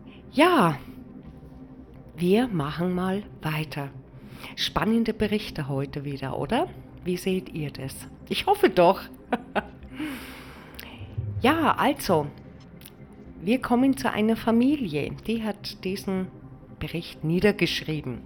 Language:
German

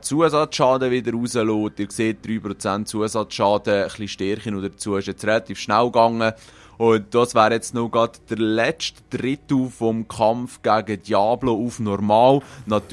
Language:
Swiss German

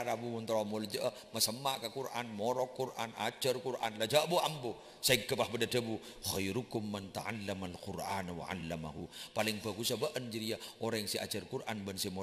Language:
Madurese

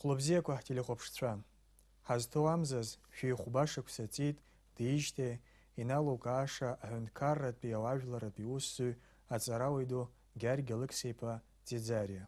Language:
Abkhazian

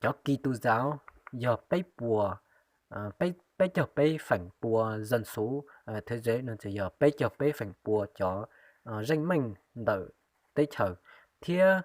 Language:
Hmong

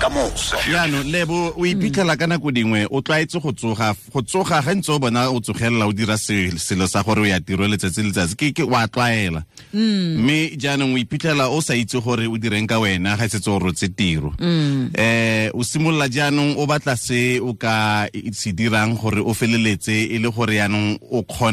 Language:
Tswana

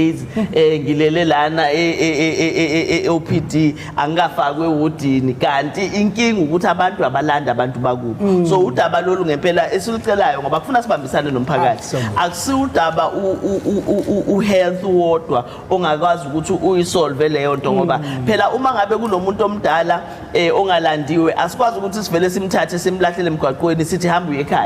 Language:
Zulu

